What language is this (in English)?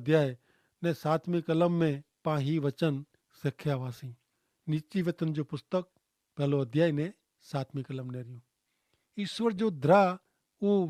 Kachhi